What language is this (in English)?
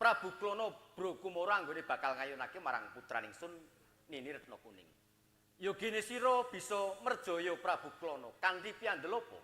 Javanese